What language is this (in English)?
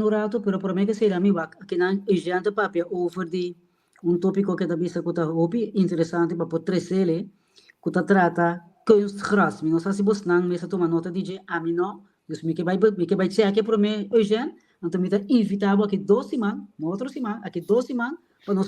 Papiamento